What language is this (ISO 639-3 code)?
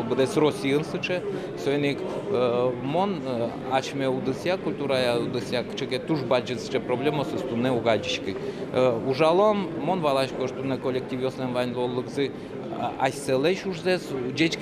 udm